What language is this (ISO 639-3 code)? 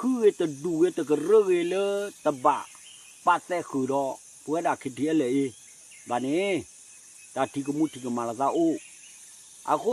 ksw